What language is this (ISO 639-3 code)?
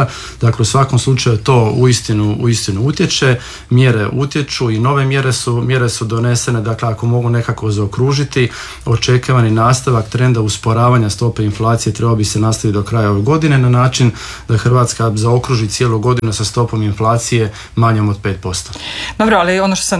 hrv